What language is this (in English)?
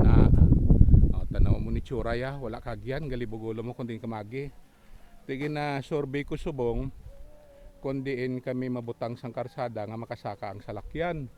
Hiligaynon